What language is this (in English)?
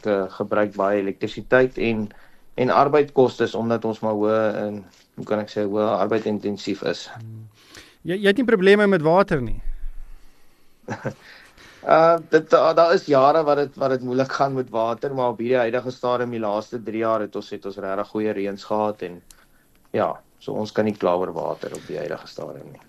Afrikaans